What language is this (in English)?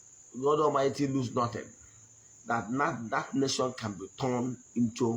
Igbo